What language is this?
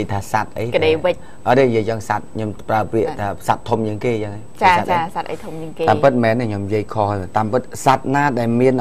Khmer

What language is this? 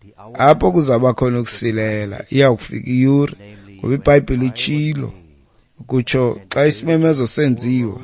Xhosa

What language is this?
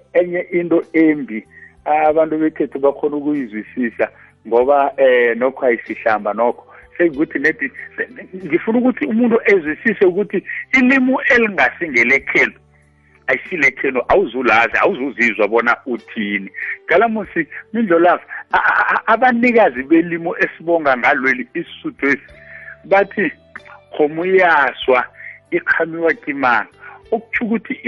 South Ndebele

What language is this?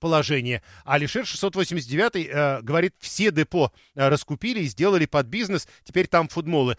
Russian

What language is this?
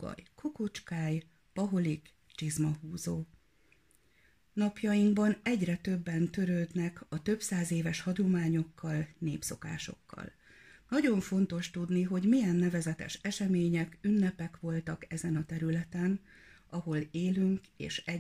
Hungarian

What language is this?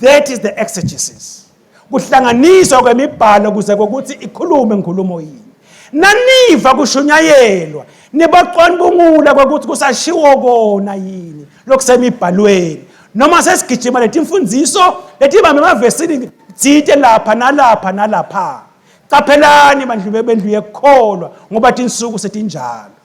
Swati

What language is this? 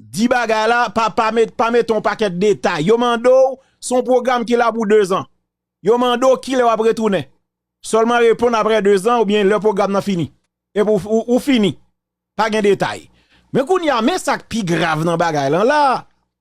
Haitian Creole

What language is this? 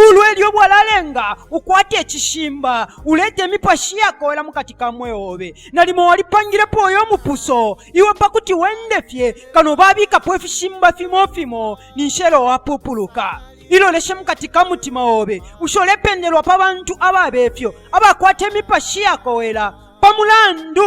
Bemba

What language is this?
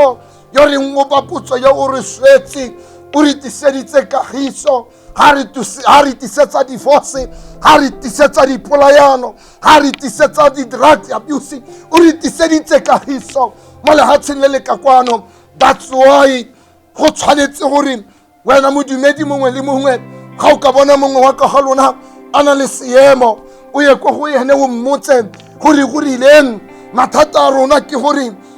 Tswana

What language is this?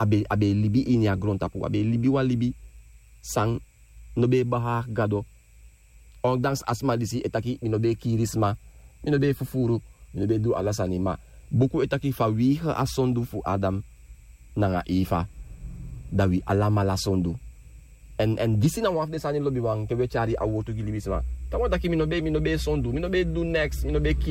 Sranan Tongo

